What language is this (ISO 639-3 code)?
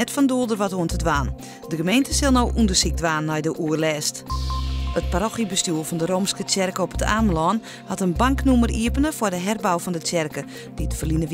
fry